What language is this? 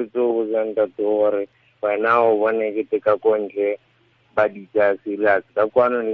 Tswana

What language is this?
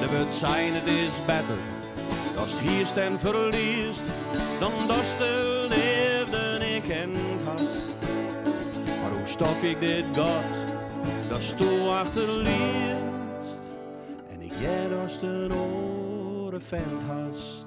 Western Frisian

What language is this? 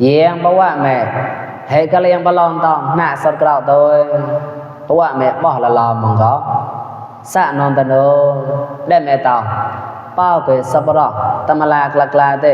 Mon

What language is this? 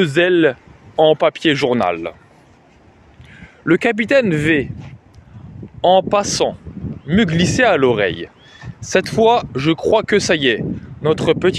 French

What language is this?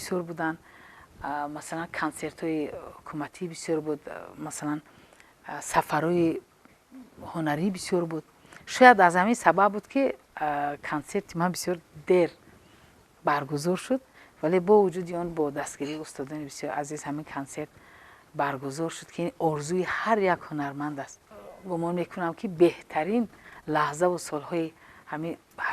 Tajik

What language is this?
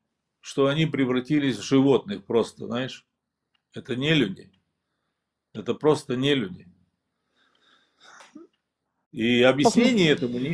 Russian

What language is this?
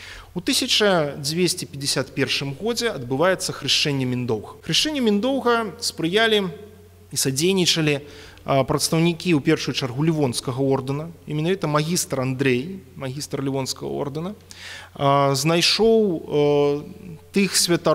Belarusian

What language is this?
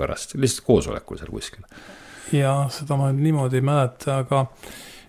Estonian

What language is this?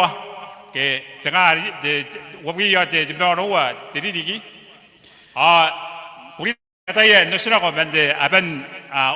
Gilbertese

